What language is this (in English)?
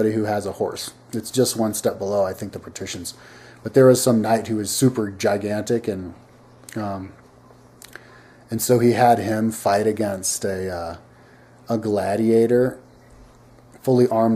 English